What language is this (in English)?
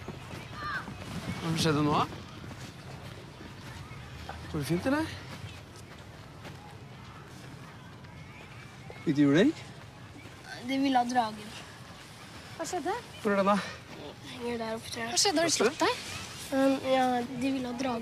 Norwegian